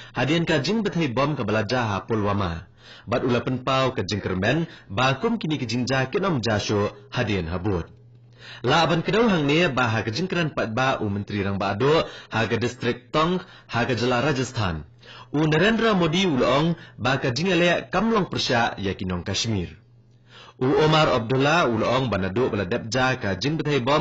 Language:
Khasi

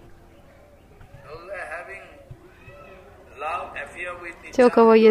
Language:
Russian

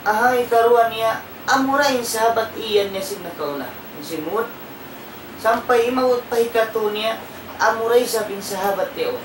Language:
Tausug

